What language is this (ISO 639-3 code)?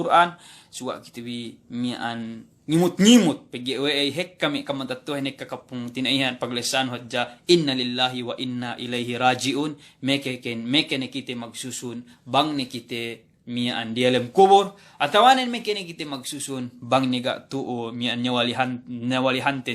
yka